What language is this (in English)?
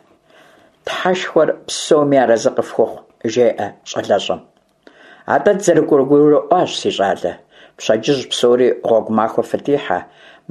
Kabardian